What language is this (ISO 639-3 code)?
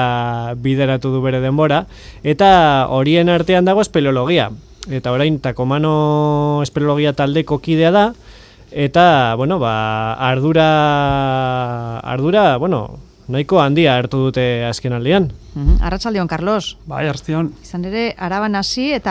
eus